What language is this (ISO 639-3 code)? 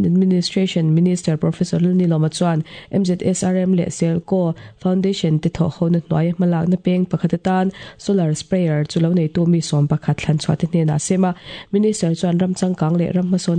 lus